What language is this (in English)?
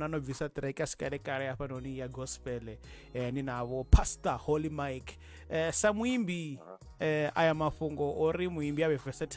Venda